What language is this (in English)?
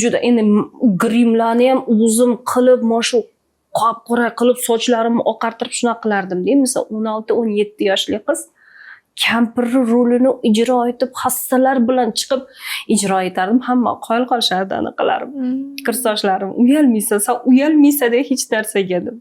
Uzbek